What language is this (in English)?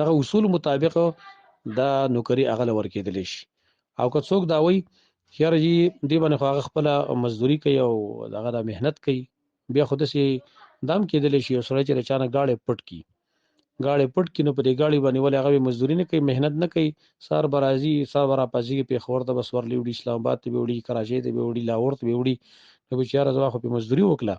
Pashto